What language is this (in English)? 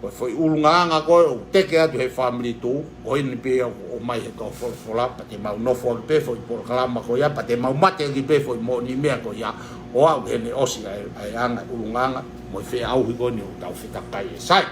Tongan